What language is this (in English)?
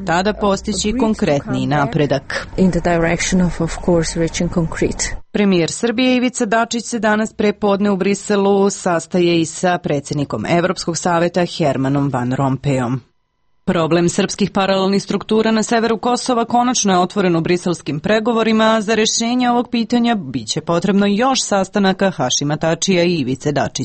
Serbian